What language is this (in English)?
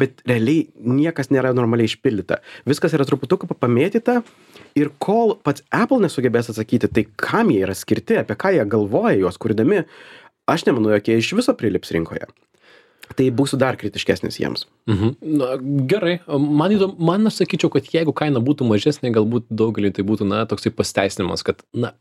Lithuanian